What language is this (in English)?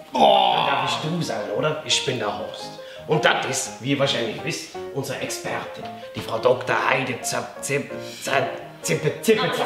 Bavarian